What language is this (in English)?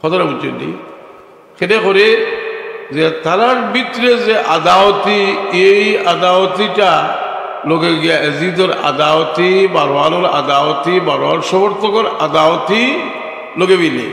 Sylheti